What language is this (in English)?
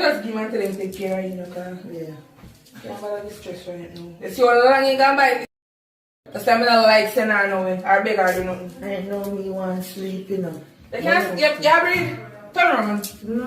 Jamaican Creole English